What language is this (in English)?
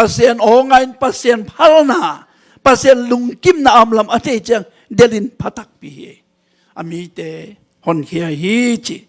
Tedim Chin